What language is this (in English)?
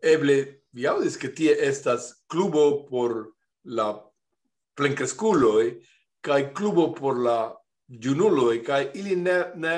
Esperanto